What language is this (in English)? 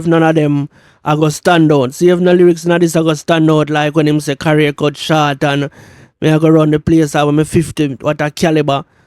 Jamaican Creole English